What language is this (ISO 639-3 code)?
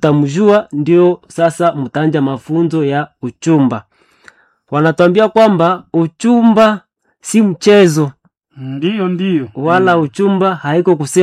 swa